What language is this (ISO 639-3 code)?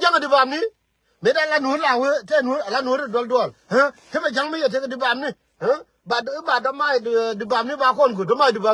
nus